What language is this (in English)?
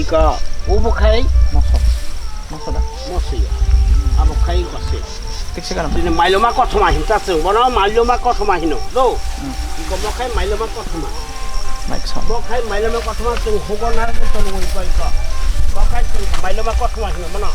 Kok Borok